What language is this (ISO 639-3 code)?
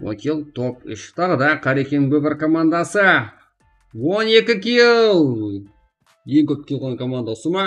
kaa